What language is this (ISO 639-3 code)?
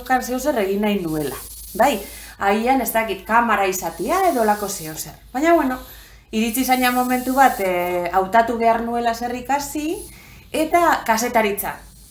eus